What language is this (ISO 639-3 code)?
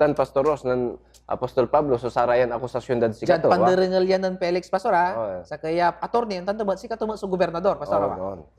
pag